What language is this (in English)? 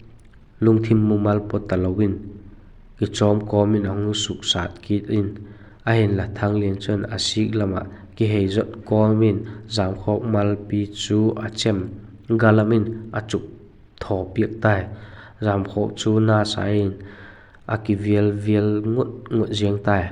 Vaiphei